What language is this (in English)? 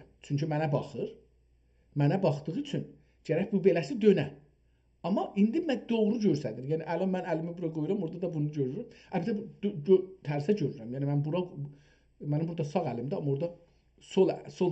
South Azerbaijani